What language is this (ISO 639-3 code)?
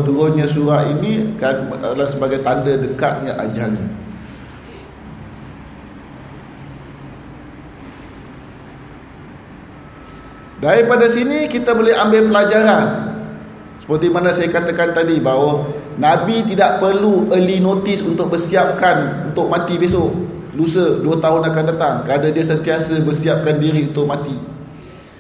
msa